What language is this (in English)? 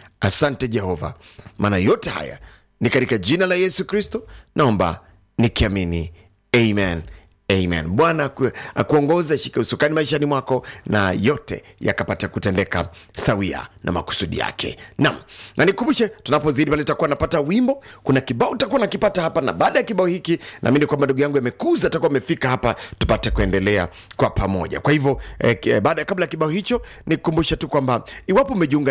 Swahili